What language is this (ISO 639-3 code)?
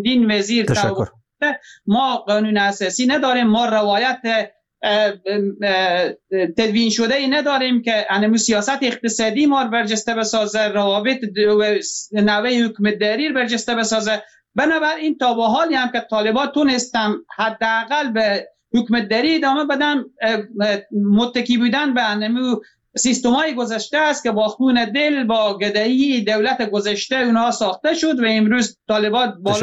fas